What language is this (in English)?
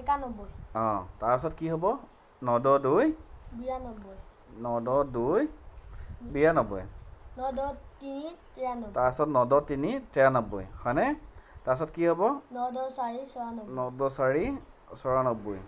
Assamese